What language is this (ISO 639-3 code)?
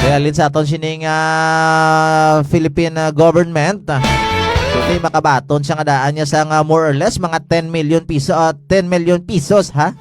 hil